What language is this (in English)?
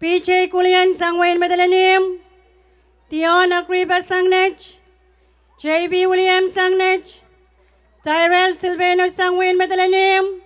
Pohnpeian